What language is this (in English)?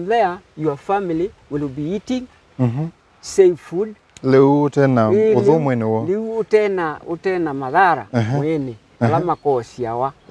Kamba